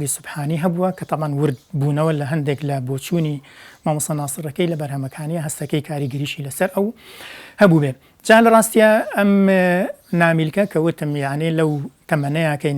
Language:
Central Kurdish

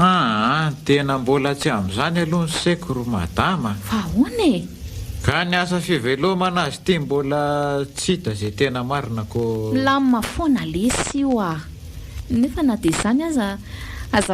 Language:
Malagasy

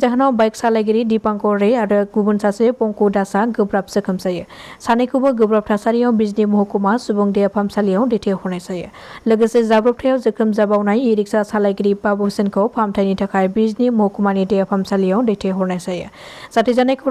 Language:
Bodo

